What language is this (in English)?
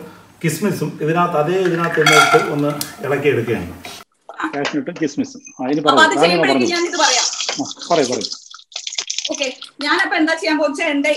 Malayalam